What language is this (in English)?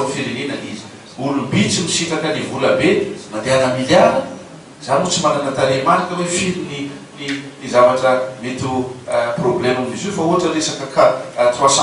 Malagasy